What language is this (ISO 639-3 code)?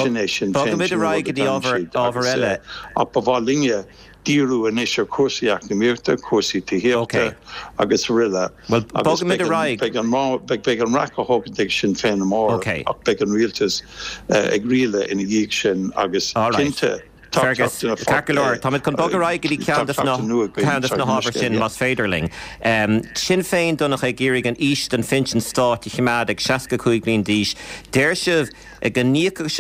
gle